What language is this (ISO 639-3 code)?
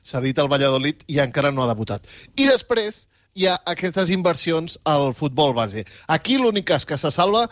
cat